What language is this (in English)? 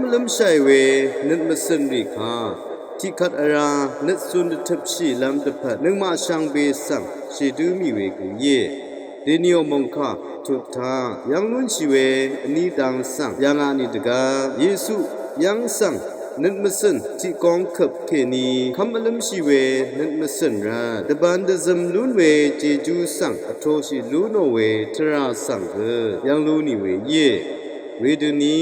Rawang